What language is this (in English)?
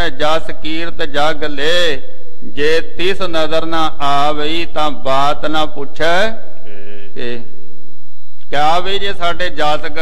Punjabi